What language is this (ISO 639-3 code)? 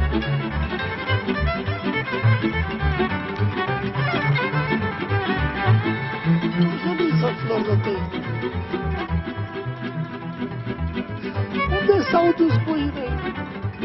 ron